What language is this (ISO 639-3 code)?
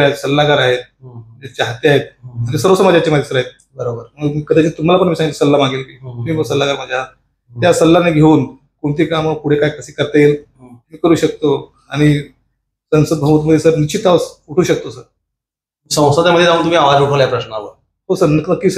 mar